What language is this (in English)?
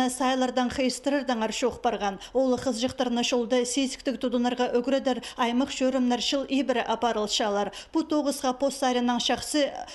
Khakas